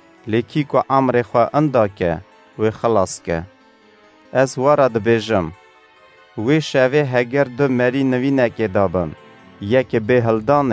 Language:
Kurdish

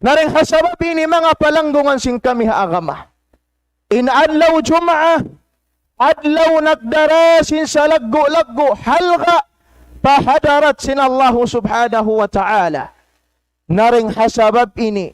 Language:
Tausug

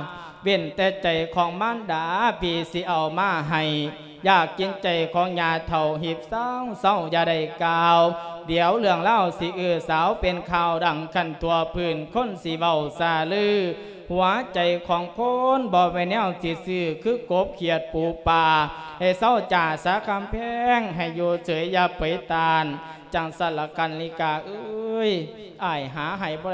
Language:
Lao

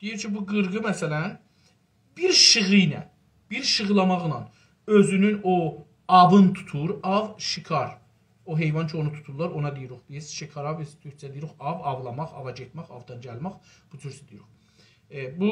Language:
South Azerbaijani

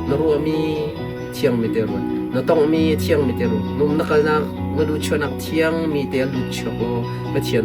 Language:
Hakha Chin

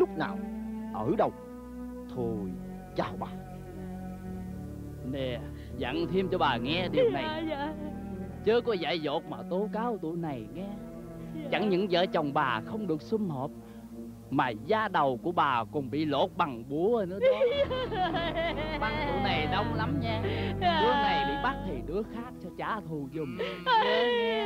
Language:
Vietnamese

